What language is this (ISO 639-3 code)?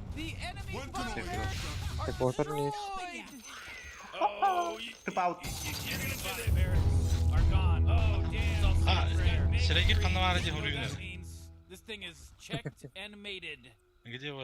sah